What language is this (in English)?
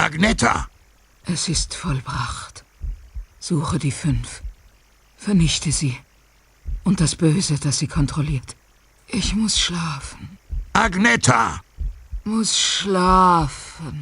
Bavarian